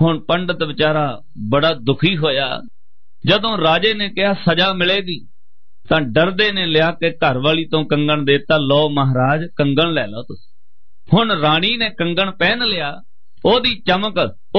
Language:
Punjabi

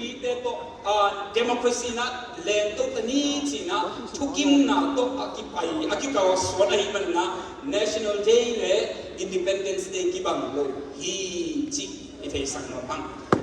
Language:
Tedim Chin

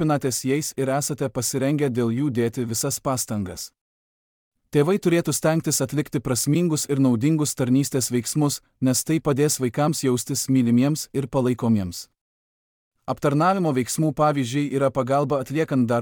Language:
Lithuanian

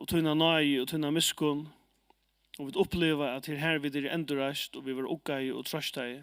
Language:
Faroese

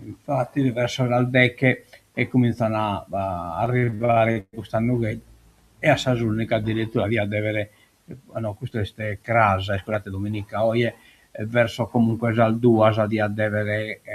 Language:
Sardinian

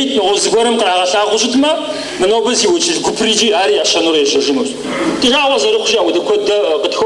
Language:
Kabardian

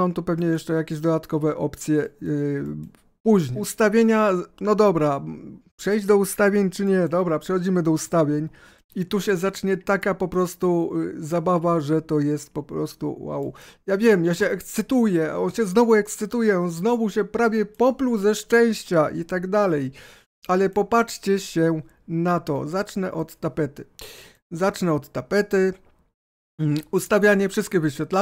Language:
Polish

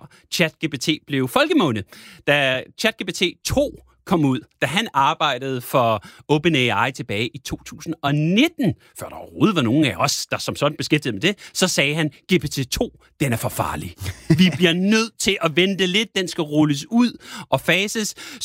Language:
Danish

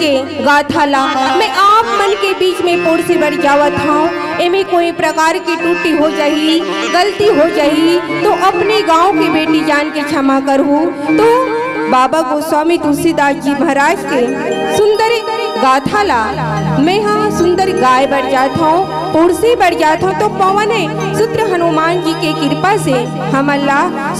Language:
Chhattisgarhi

